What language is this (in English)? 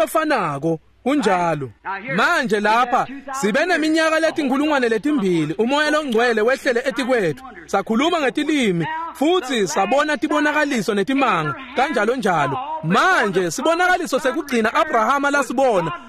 Swati